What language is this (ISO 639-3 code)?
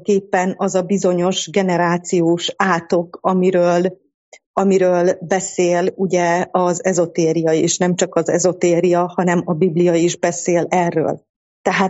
hun